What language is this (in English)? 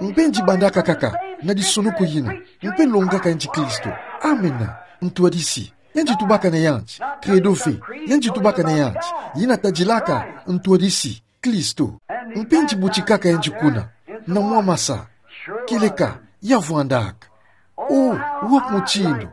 Kituba (Democratic Republic of Congo)